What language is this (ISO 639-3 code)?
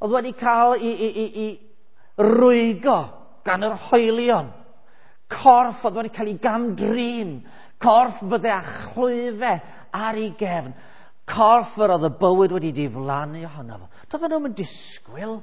cym